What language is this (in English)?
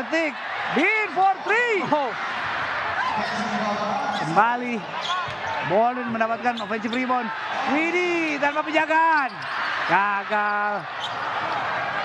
Indonesian